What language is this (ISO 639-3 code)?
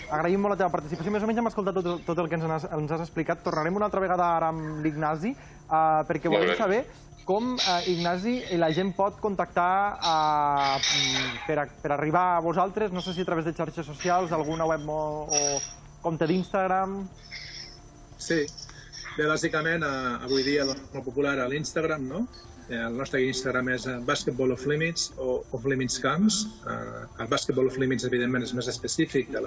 cat